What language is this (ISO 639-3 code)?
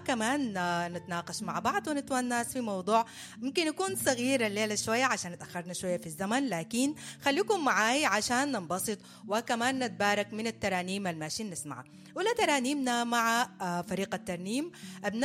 apd